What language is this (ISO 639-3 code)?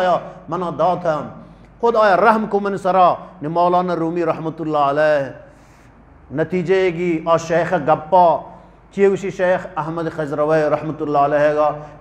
bgp